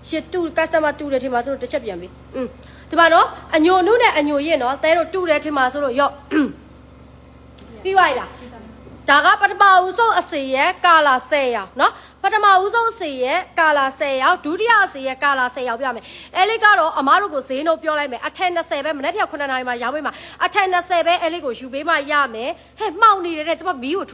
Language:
Burmese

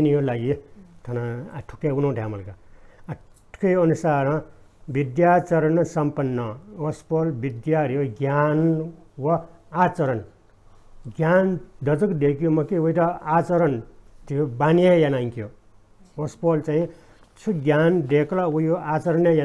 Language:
Newari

